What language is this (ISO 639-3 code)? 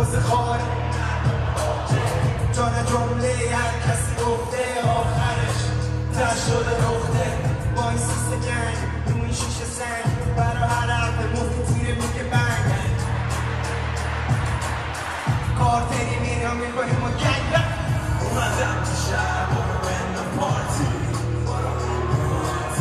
fas